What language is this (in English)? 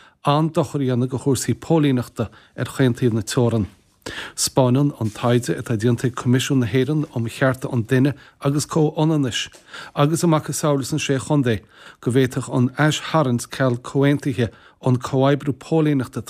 Irish